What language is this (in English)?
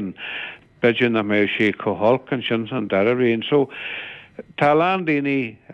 Irish